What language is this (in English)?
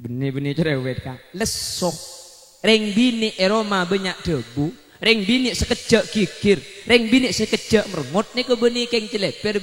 Madurese